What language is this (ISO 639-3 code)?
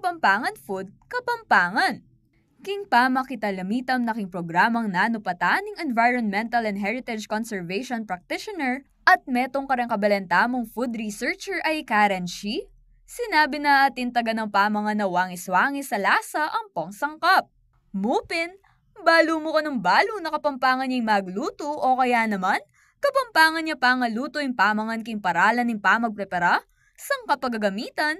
pam